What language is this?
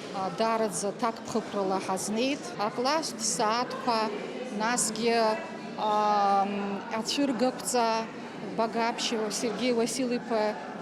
Abkhazian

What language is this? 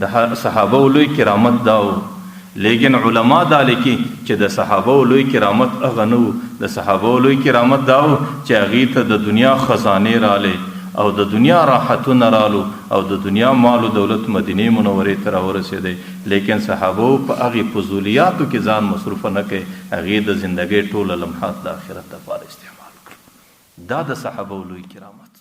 Pashto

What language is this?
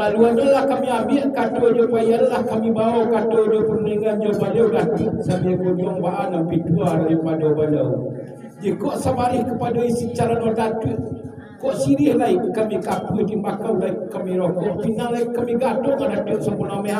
Minangkabau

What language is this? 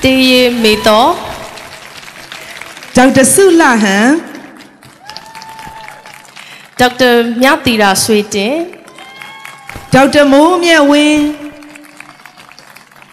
Burmese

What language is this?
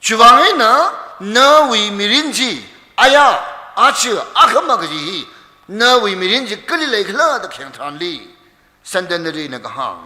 Tangkhul Naga (India)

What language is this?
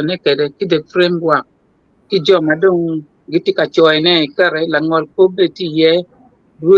Acoli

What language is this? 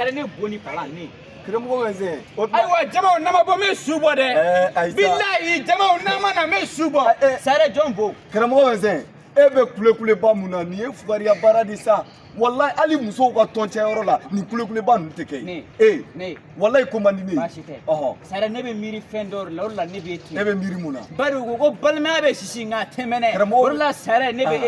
Bambara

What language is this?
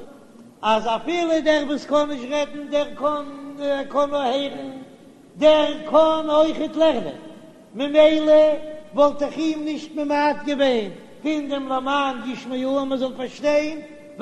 Yiddish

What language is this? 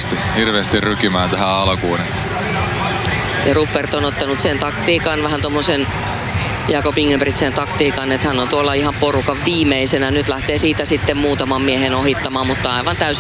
Finnish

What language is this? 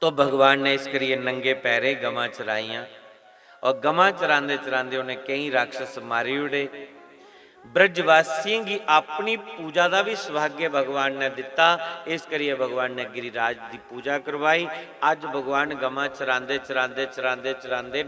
Dogri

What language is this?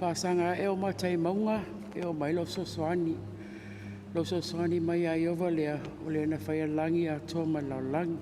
Samoan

